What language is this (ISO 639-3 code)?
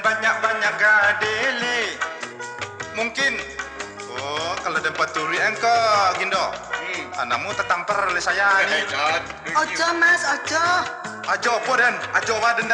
min